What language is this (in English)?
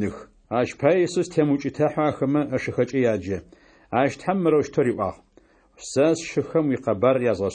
Adyghe